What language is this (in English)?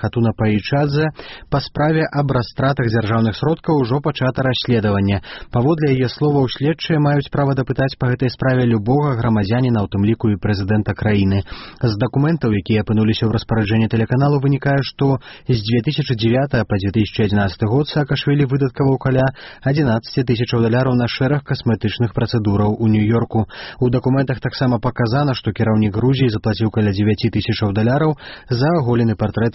Belarusian